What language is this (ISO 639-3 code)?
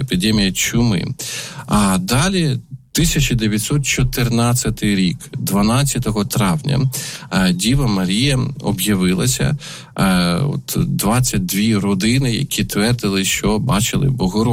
ukr